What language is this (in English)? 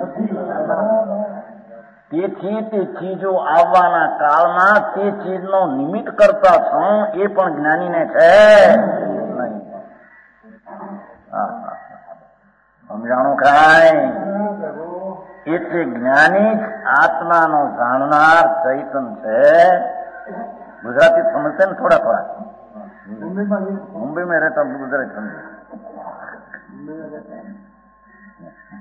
Gujarati